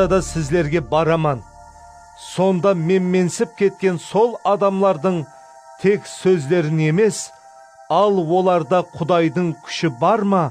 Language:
Kara-Kalpak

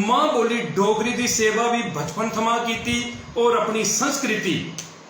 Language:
Dogri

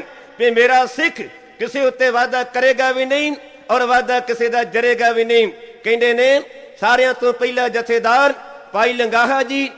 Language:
Punjabi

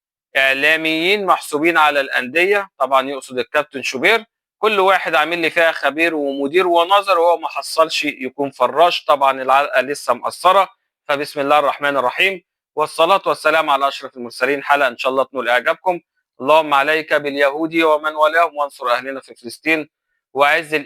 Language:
Egyptian Arabic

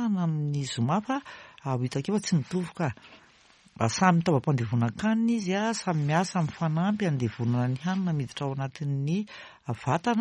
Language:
Malagasy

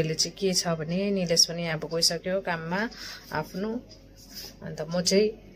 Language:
Nepali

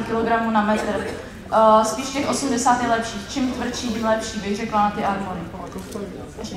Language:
Czech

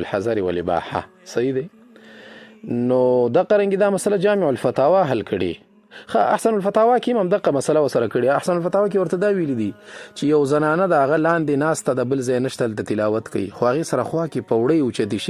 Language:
Pashto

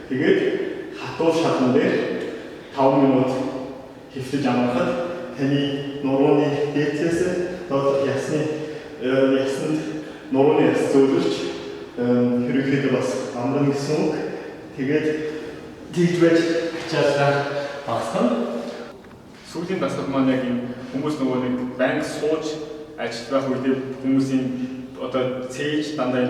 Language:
Mongolian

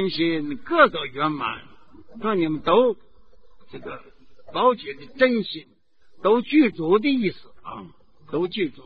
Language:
Chinese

